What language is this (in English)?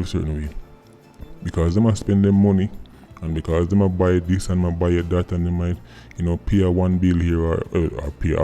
Jamaican Creole English